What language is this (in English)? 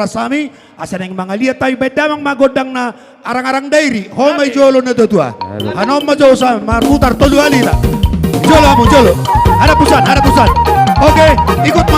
Batak Toba